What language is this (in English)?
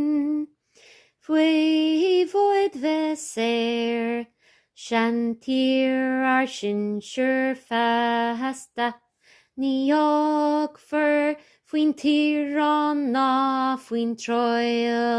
Irish